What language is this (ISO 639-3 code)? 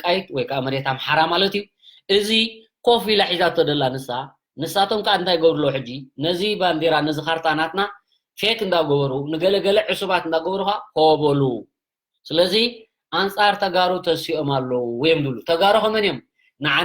tir